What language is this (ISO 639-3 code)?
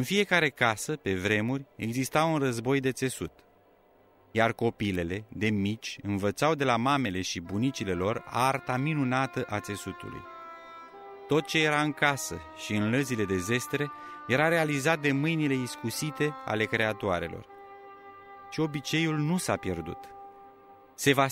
ron